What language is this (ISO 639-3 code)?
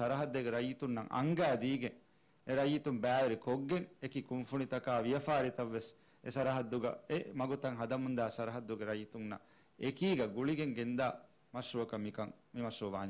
div